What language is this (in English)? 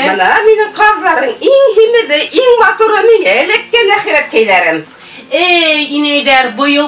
Bashkir